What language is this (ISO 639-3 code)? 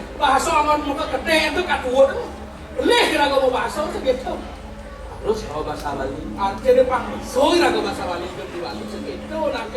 ban